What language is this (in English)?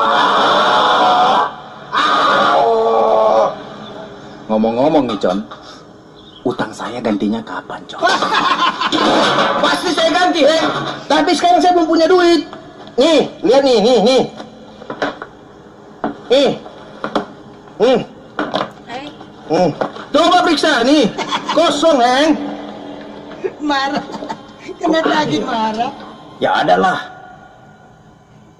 Indonesian